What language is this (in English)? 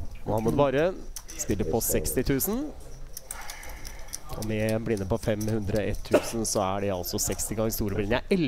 Norwegian